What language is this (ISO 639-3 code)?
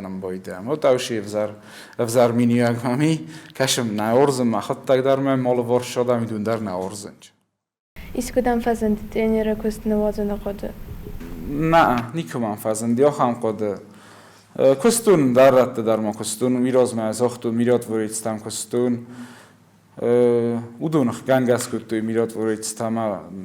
oss